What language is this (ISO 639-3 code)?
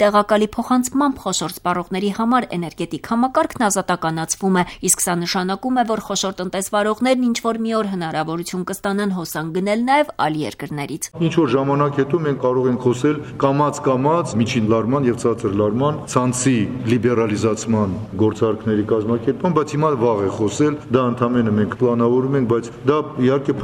hye